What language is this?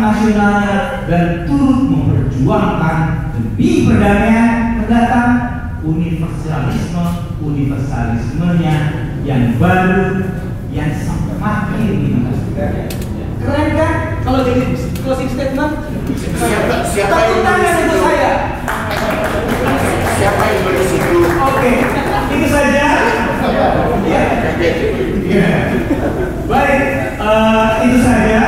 Indonesian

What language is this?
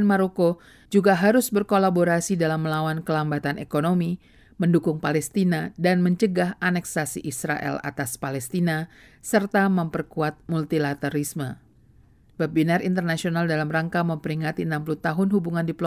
Indonesian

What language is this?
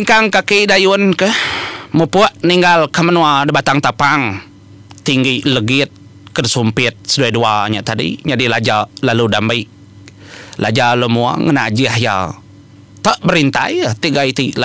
Iban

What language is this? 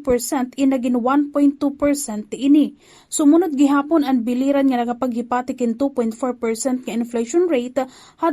Waray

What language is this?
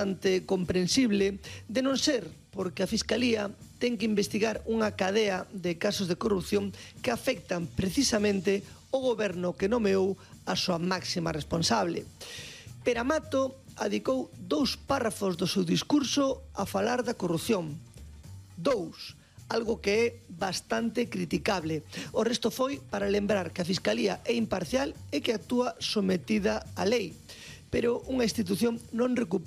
Galician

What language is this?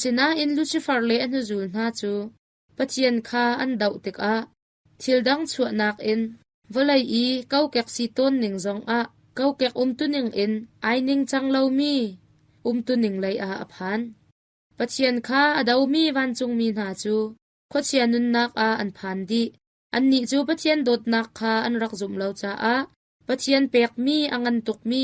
Hakha Chin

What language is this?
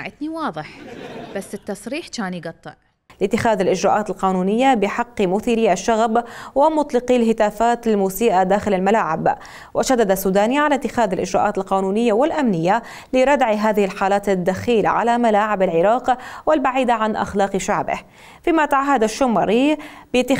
Mesopotamian Arabic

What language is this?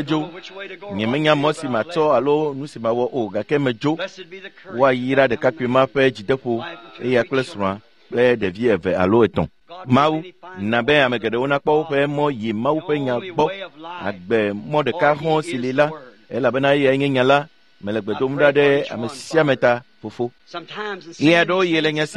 Ewe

